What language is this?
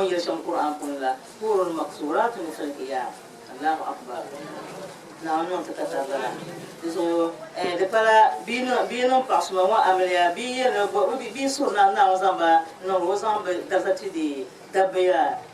Dagbani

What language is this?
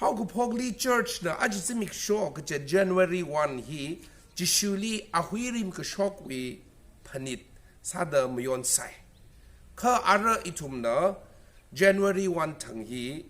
Tangkhul Naga (India)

